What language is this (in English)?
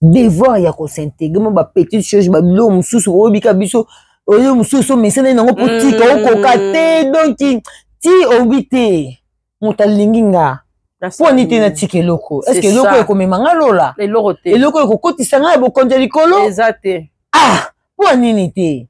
Lingala